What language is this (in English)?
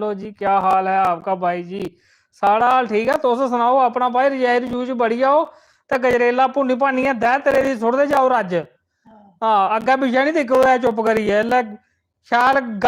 Dogri